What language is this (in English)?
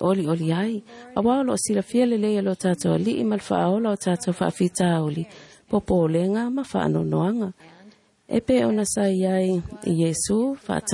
Samoan